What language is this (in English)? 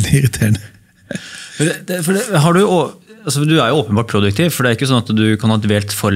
Norwegian